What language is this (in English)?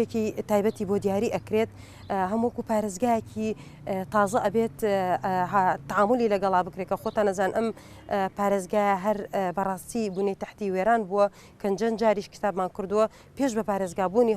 Central Kurdish